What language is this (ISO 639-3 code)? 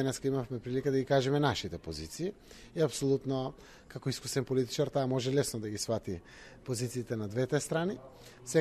mkd